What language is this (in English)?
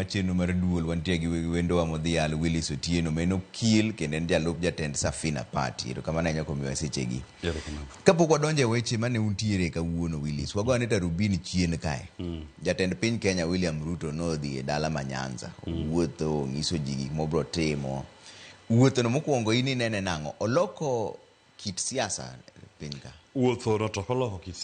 Luo (Kenya and Tanzania)